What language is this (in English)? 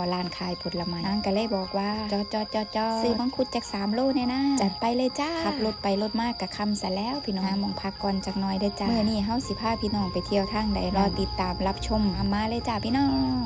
Northeastern Thai